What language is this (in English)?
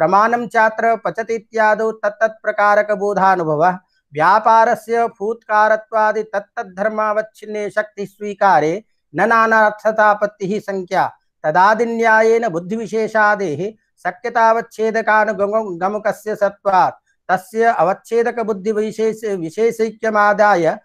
Sanskrit